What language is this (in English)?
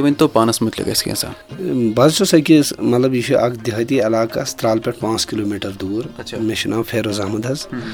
Kashmiri